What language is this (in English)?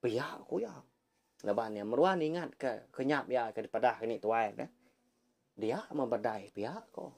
Iban